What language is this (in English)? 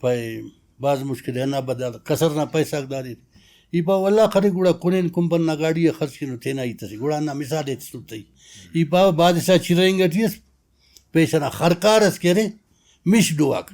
Brahui